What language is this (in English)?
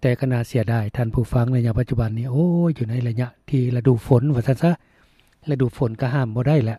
Lao